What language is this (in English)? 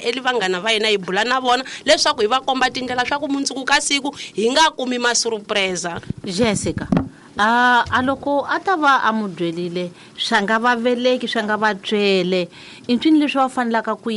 Tsonga